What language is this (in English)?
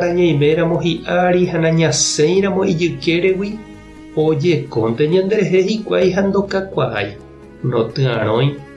Guarani